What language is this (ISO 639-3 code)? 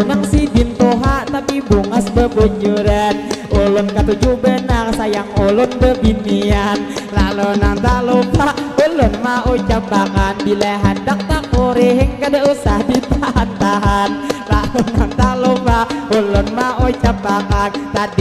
bjn